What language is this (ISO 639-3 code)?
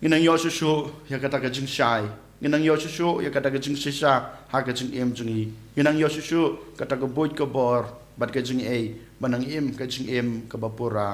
kha